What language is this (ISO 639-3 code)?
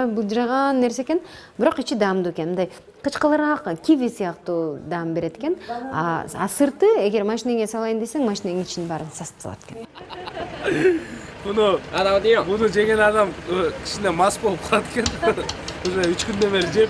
kir